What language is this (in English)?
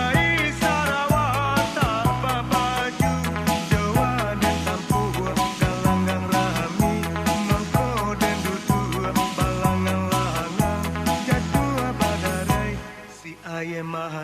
Minangkabau